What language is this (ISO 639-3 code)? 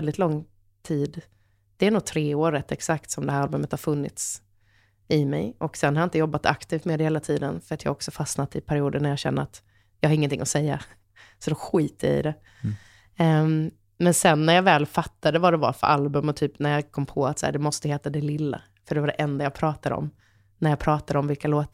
swe